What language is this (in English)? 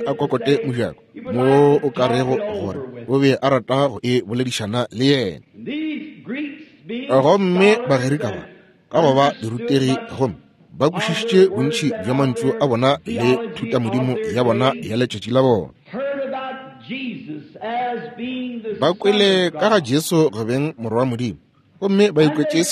Northern Sotho